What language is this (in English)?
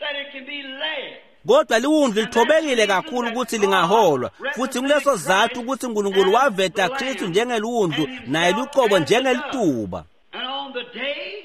Swati